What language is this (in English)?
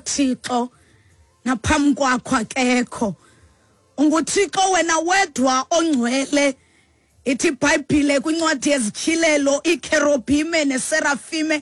Xhosa